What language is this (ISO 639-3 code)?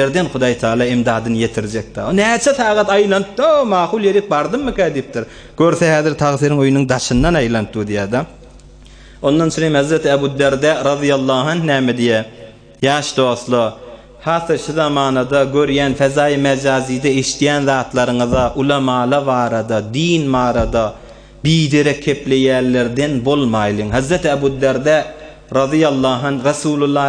tuk